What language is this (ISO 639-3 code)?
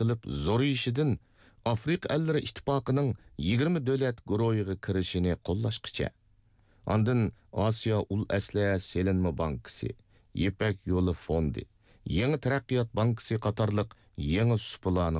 uig